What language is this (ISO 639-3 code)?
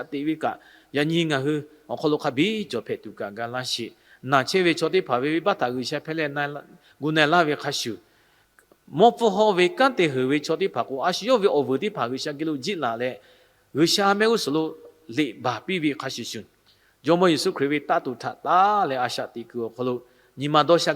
lhu